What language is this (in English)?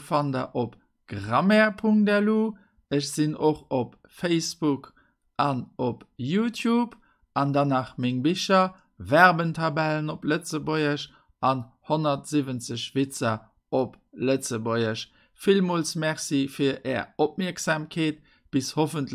Luxembourgish